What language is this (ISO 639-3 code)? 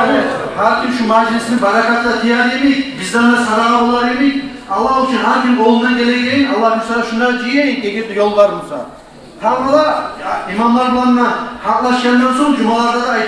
kum